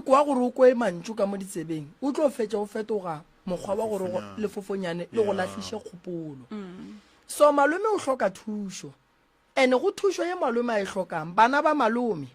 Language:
Northern Sotho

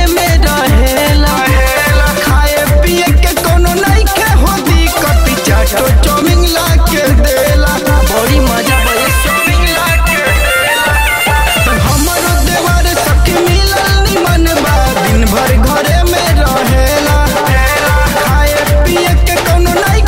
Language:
Bhojpuri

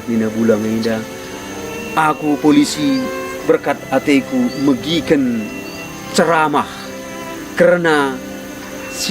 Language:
Batak Karo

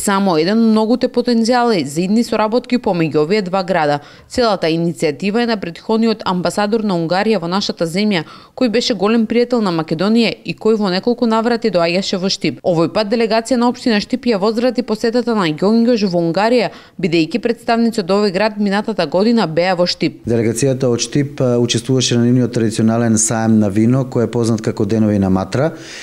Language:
Macedonian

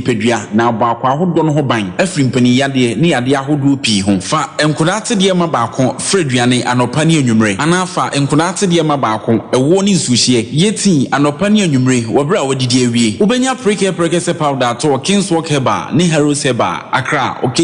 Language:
Akan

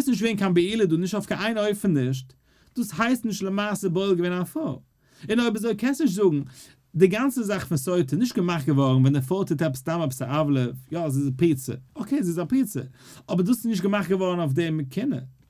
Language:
Yiddish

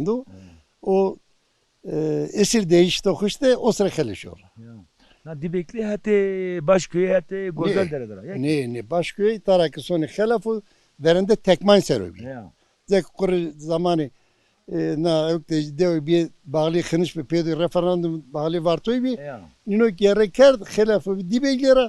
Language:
Zaza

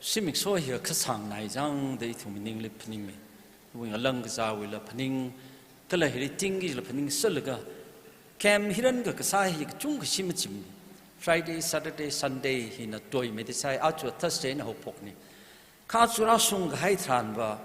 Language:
Tangkhul Naga (India)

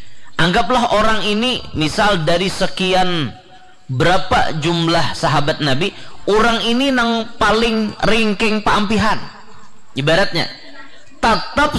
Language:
Banjar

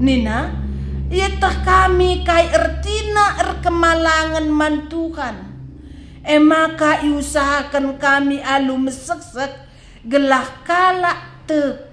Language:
Batak Karo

